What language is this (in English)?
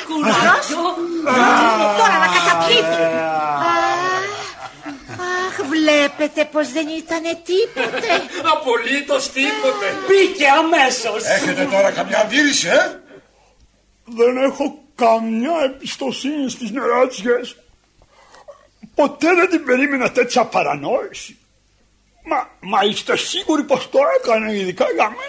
Greek